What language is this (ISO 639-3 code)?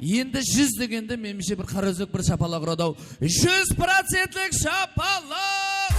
kaa